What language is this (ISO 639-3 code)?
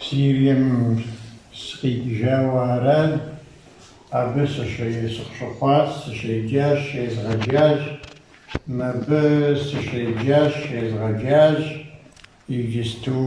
kbd